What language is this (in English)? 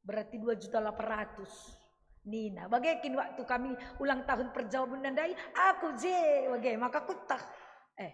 Batak Karo